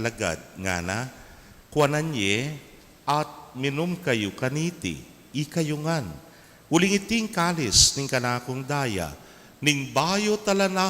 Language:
Pampanga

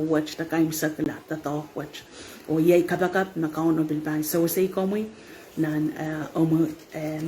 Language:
Pohnpeian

